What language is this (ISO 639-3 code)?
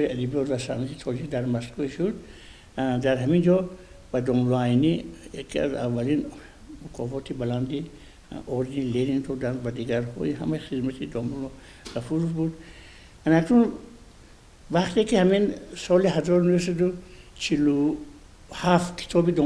tgk